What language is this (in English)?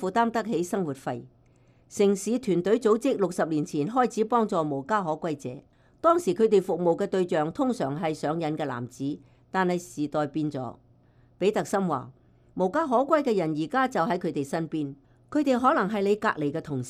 Cantonese